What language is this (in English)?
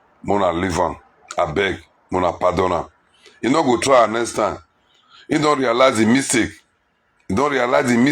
Nigerian Pidgin